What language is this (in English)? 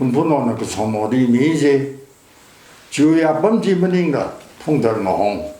Tangkhul Naga (India)